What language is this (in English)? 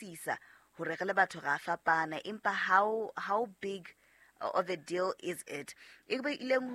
Southern Sotho